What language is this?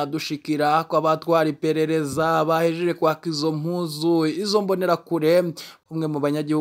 Rundi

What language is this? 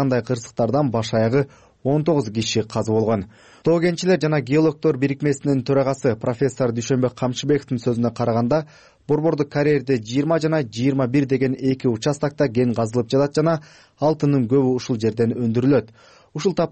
Kyrgyz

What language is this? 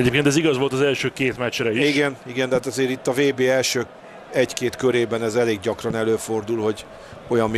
Hungarian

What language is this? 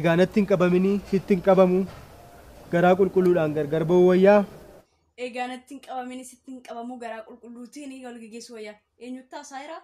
Oromo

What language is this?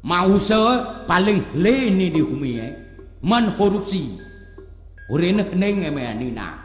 Balinese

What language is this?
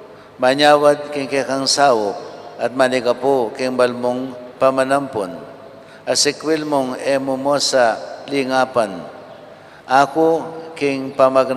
Pampanga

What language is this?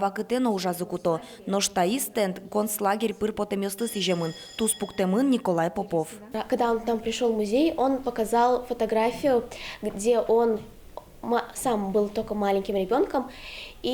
Udmurt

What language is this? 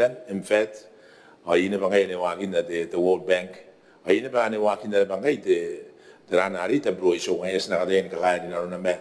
Gilbertese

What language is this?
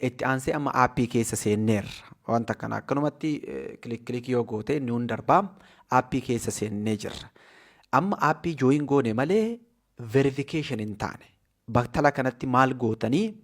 Oromo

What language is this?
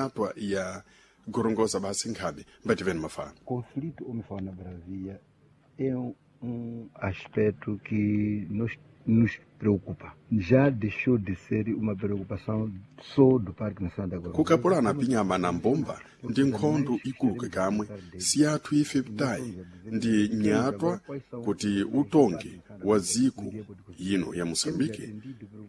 Sena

